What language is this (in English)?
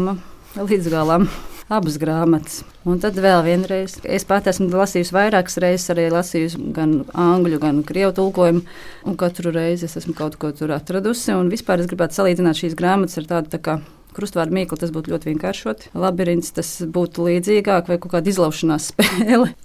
Latvian